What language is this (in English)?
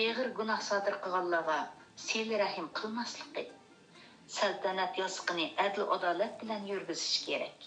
Uyghur